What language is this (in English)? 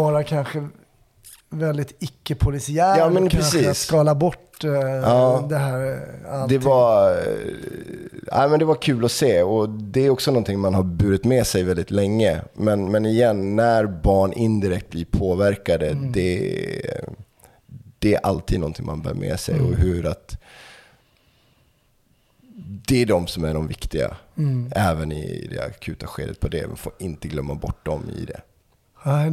Swedish